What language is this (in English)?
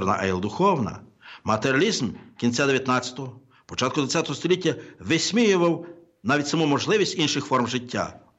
Ukrainian